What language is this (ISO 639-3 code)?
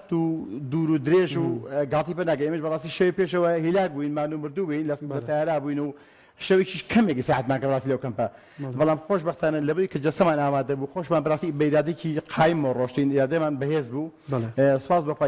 ckb